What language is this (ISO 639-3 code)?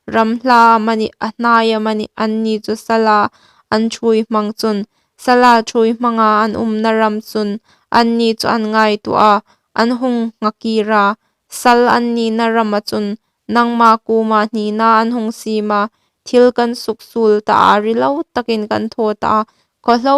hmr